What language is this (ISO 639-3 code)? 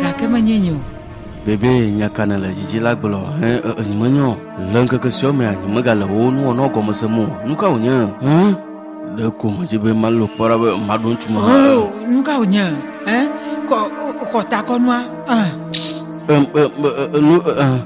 ewe